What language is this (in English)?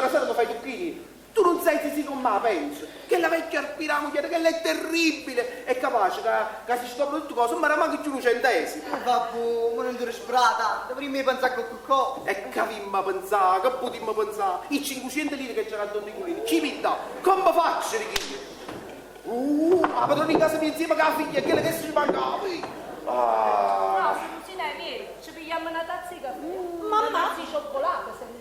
Neapolitan